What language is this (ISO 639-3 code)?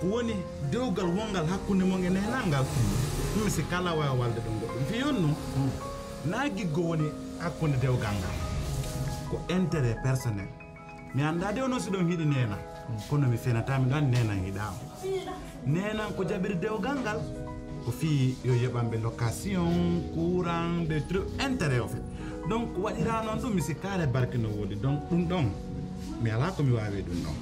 fuf